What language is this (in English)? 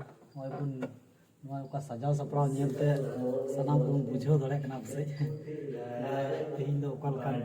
Santali